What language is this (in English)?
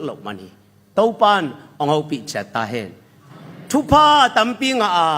Tedim Chin